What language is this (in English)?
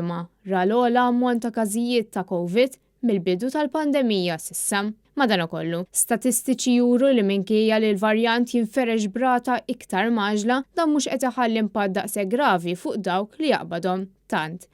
Maltese